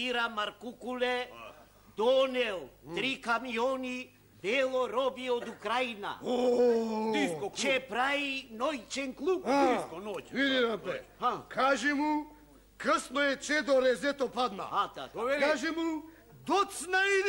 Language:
Macedonian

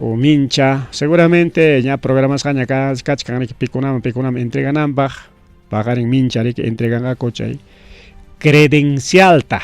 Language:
Ayacucho Quechua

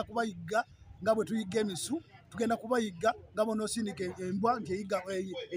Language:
Ganda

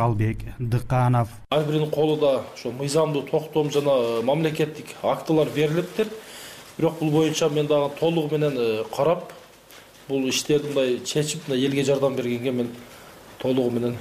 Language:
Kyrgyz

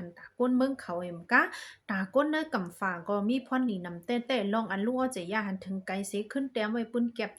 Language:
Shan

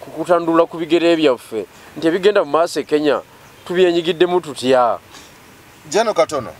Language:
Ganda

